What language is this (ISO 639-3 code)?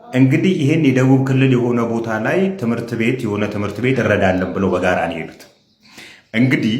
amh